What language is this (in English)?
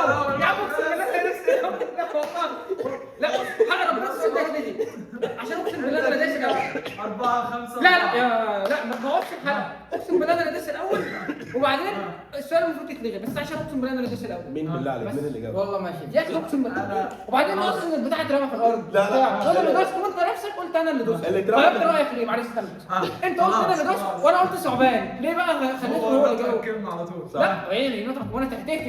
Egyptian Arabic